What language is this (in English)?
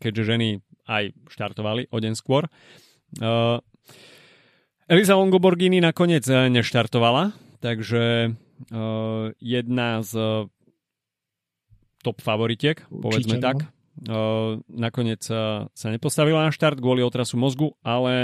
Slovak